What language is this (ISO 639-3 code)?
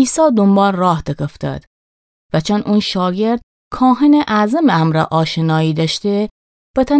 glk